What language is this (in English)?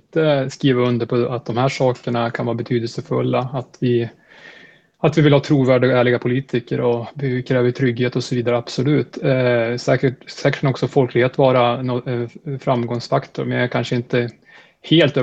Swedish